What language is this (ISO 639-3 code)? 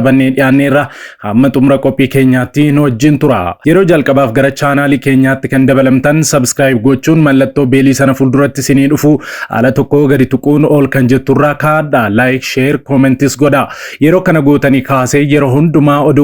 orm